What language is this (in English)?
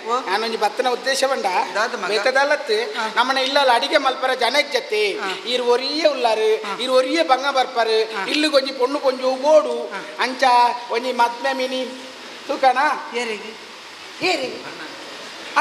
Tulu